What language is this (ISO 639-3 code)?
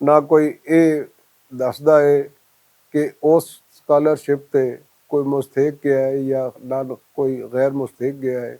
lah